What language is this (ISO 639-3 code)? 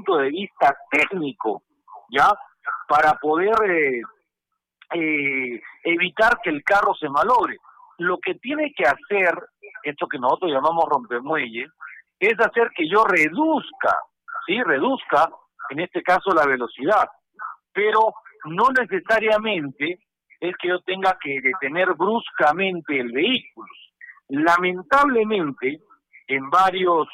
spa